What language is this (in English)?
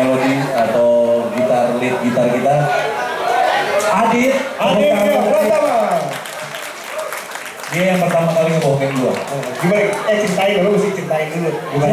Indonesian